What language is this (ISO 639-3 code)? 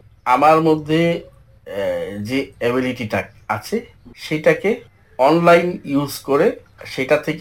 ben